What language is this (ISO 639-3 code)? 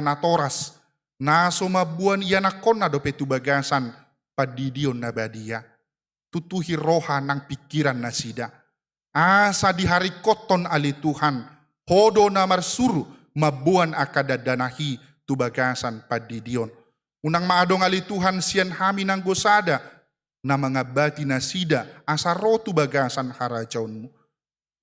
bbc